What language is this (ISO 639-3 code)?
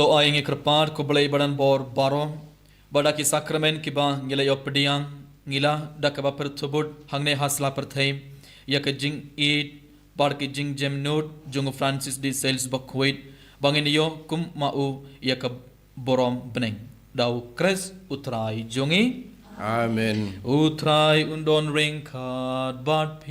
kha